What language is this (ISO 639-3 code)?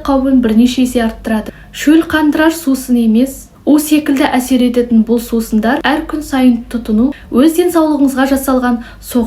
kaz